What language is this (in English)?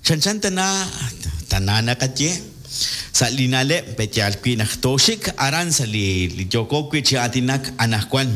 Kekchí